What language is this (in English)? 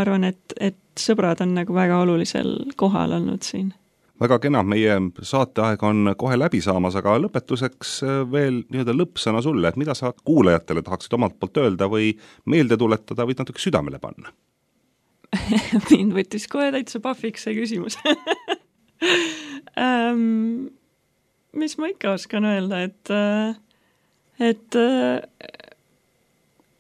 Estonian